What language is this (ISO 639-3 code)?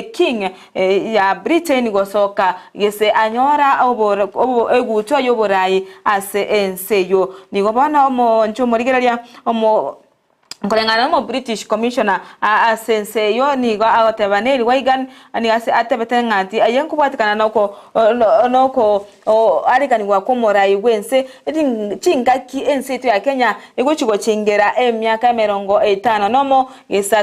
guz